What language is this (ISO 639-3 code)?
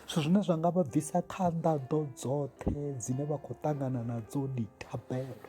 ven